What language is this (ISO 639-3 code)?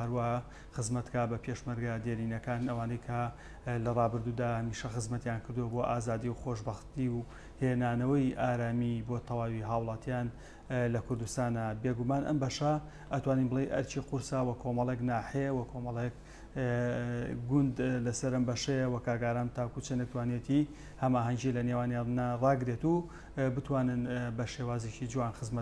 ckb